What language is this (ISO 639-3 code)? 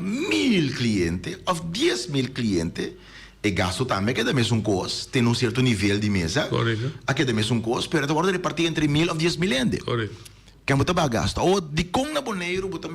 pap